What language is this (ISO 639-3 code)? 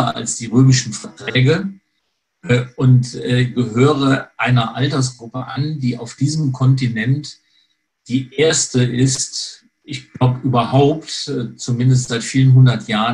deu